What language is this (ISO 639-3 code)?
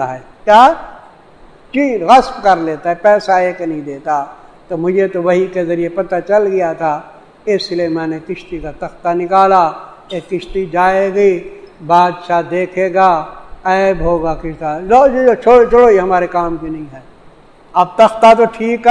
urd